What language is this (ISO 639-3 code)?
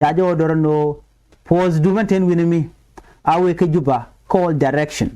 nus